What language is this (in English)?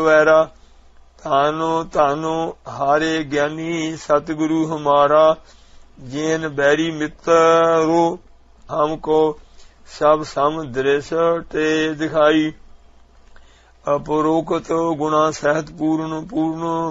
Punjabi